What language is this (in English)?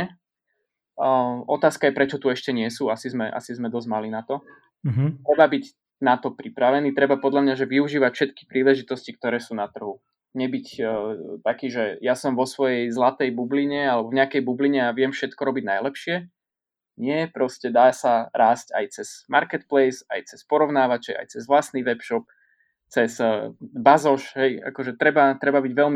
Slovak